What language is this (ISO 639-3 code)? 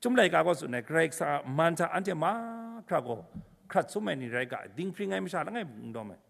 kac